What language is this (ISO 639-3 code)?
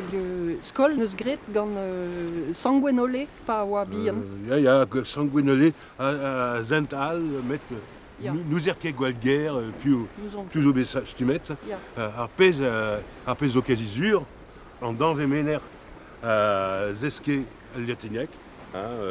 bre